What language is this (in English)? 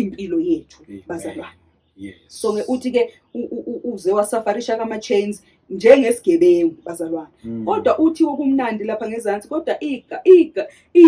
Zulu